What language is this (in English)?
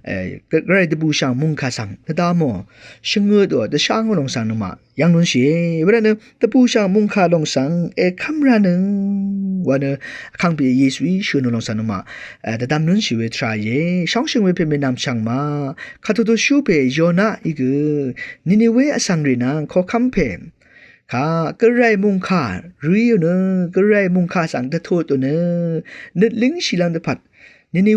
Rawang